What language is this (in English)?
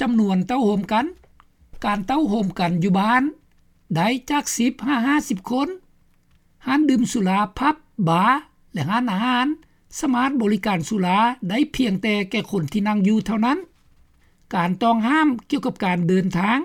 Lao